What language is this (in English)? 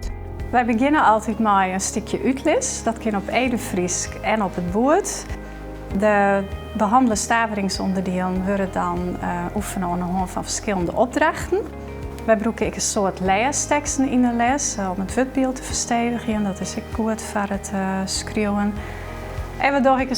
Western Frisian